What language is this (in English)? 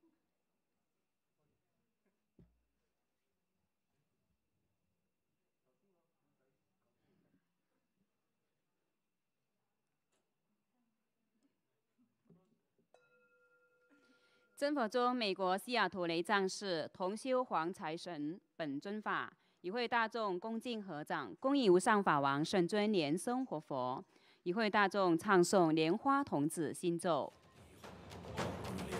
Chinese